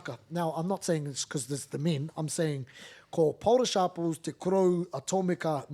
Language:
Māori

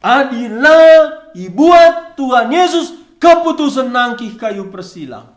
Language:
Batak Karo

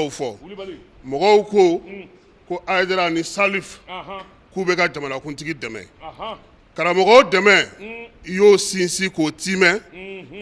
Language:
Bambara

